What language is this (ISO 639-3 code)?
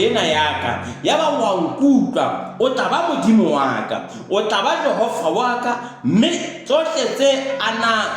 sot